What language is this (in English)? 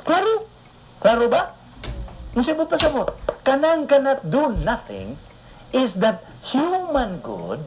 Cebuano